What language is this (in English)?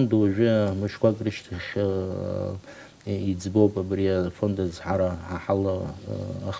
Abkhazian